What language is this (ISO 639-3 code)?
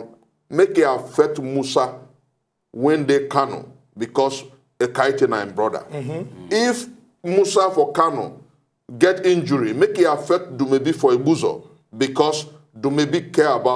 pcm